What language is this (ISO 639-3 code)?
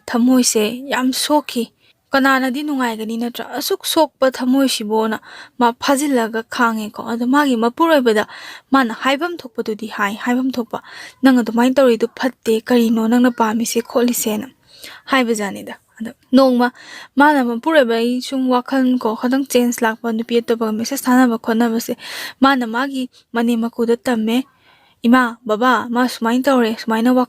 mni